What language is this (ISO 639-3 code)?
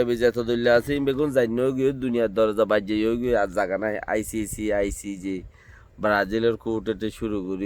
rhg